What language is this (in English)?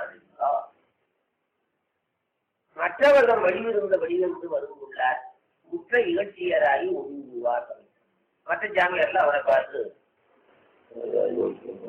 Tamil